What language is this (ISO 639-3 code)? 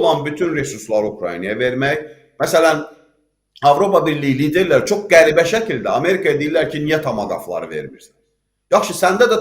aze